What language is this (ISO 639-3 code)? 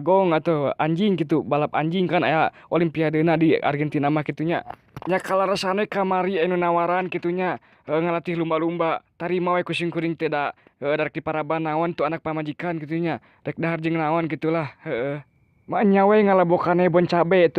sun